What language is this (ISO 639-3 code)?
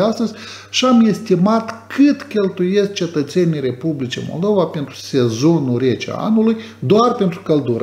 ron